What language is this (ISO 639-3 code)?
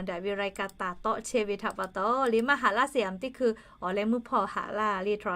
lhu